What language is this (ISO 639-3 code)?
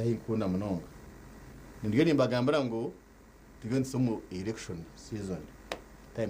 nyn